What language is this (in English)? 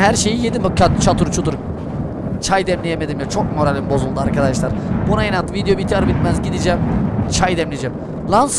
Turkish